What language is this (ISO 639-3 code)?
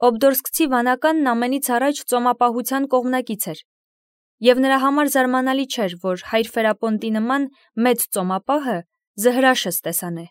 hye